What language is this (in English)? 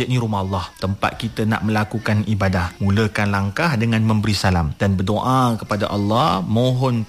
Malay